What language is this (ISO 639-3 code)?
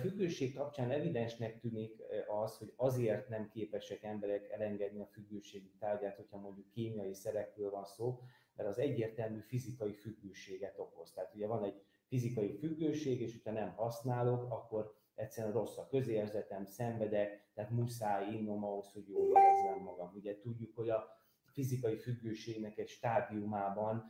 hun